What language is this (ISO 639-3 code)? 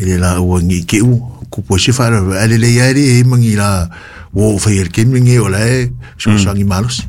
smo